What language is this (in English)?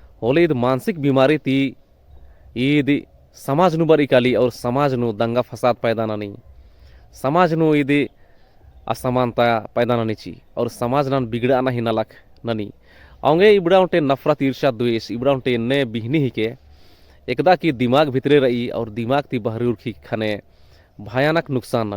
Kurukh